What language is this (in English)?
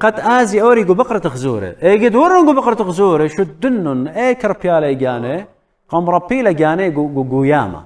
Assyrian Neo-Aramaic